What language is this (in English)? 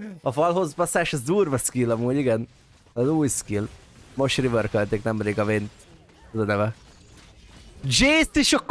Hungarian